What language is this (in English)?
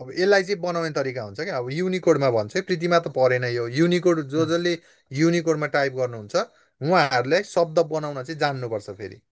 Nepali